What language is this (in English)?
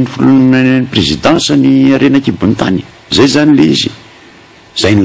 Malagasy